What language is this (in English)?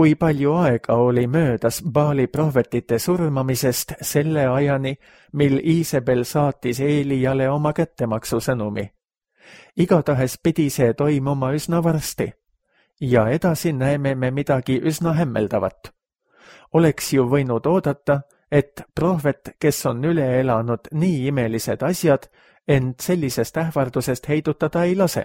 Estonian